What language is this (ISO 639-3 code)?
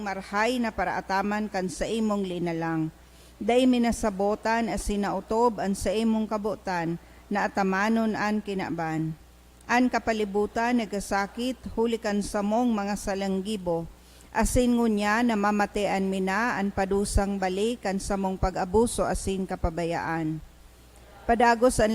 bik